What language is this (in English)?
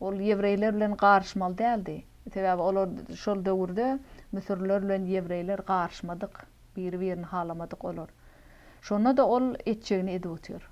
Turkmen